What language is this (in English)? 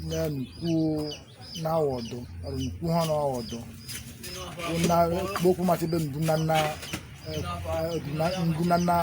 Ewe